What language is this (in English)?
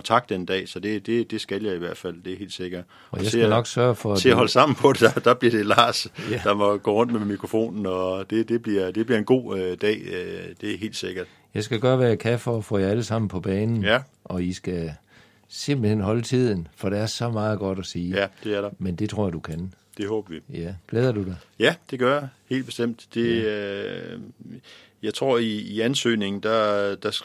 Danish